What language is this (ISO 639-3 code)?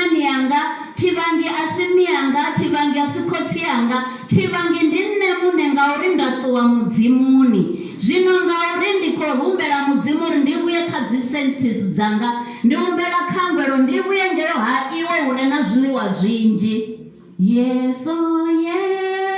ven